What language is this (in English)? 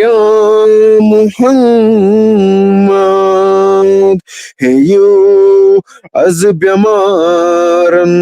Kashmiri